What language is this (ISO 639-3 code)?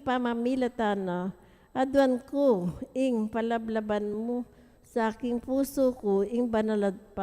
pam